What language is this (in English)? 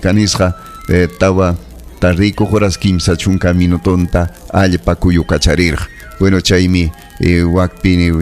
Ayacucho Quechua